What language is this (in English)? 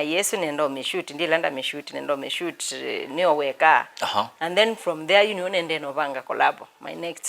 Kamba